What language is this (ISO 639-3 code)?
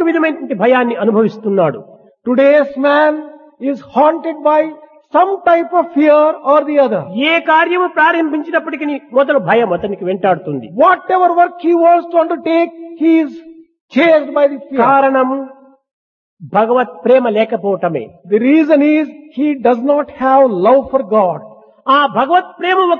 tel